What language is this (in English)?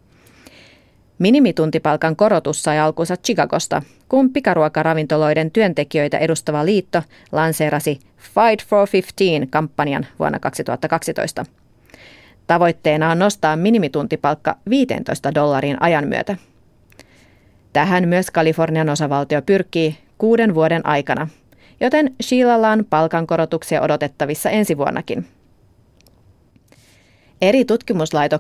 Finnish